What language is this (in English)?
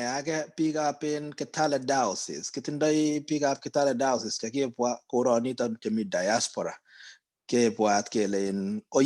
Kalenjin